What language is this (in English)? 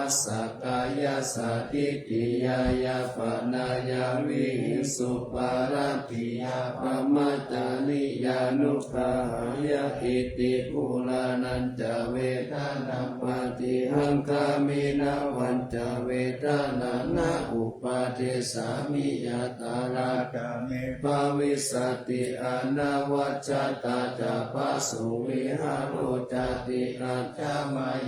Pali